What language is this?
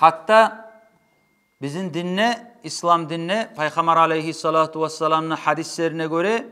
Kumyk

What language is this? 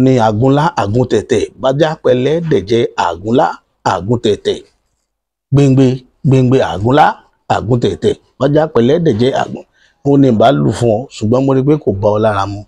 Yoruba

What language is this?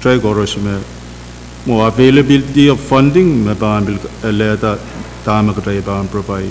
Pohnpeian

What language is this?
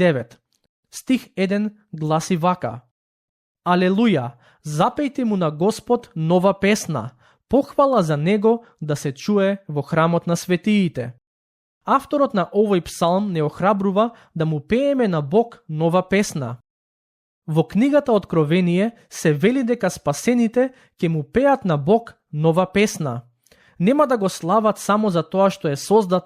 Macedonian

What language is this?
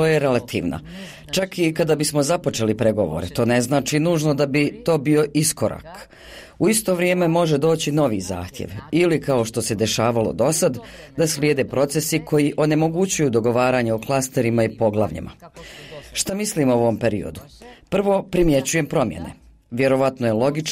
Bosnian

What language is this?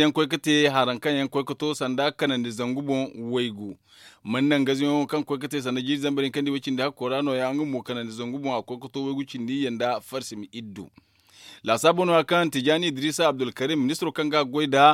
Zarma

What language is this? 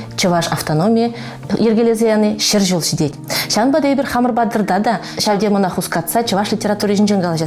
Chuvash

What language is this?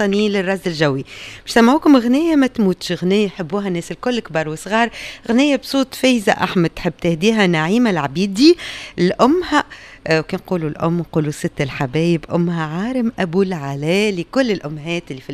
Tunisian Arabic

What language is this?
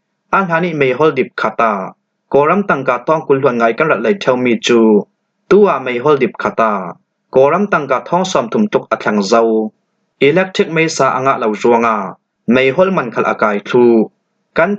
Falam Chin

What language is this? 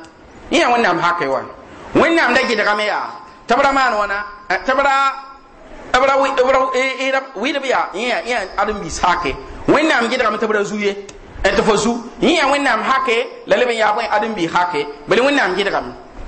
Mossi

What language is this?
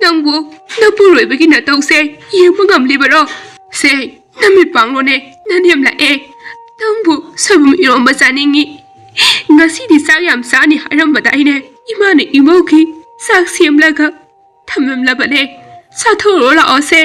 Manipuri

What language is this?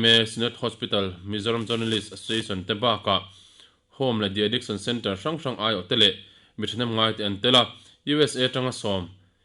Mizo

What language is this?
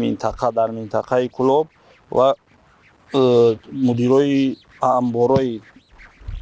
Tajik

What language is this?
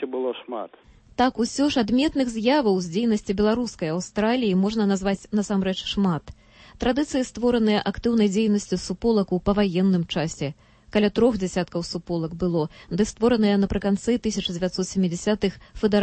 Belarusian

